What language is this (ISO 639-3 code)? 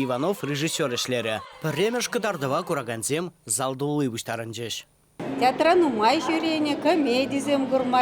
chv